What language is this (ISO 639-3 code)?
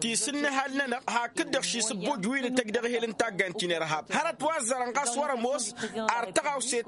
taq